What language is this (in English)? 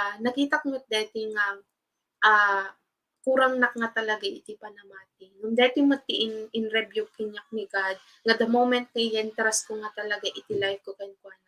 Iloko